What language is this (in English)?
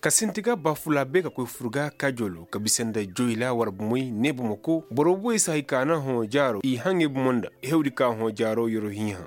Zarma